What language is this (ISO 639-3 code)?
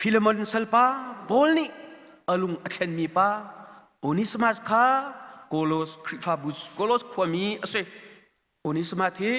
cnh